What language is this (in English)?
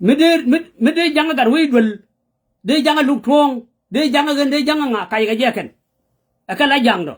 Nuer